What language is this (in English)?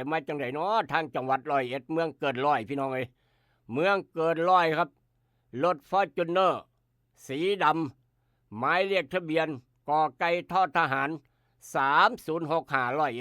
Northeastern Thai